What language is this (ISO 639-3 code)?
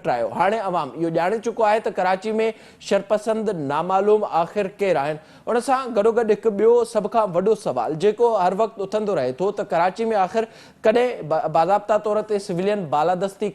snd